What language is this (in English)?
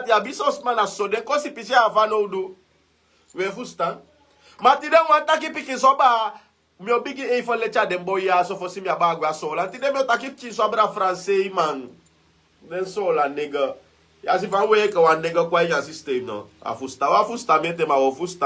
Sranan Tongo